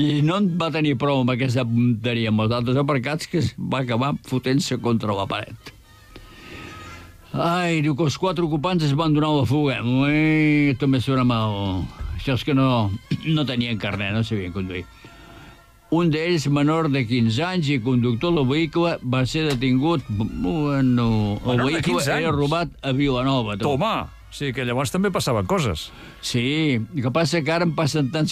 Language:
Catalan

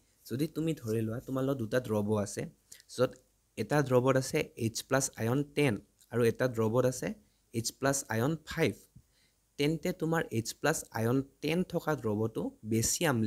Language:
Assamese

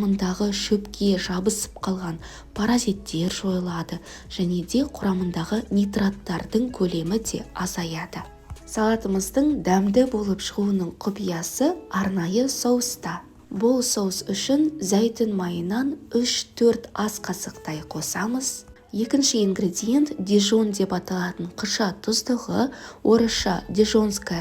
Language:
Kazakh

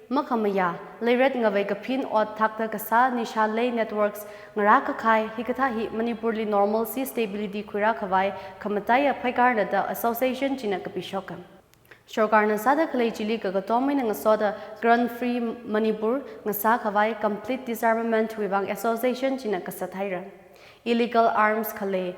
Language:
Tangkhul Naga (India)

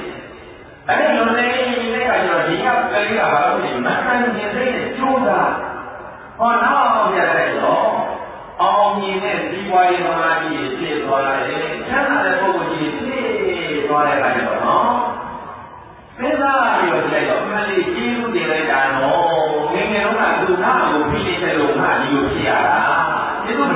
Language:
Burmese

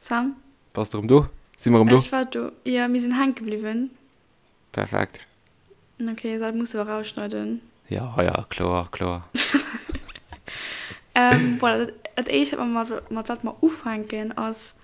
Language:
Luxembourgish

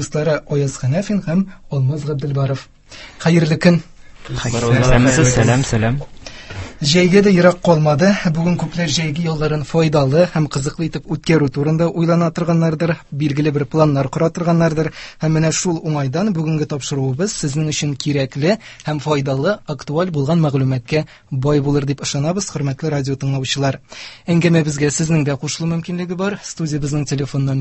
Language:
Tatar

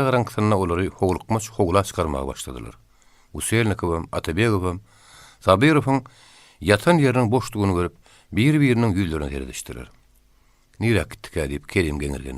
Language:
Turkmen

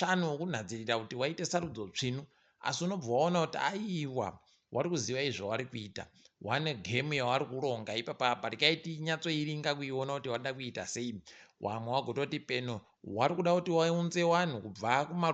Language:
Ndau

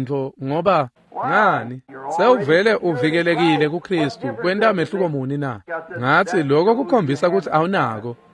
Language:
Swati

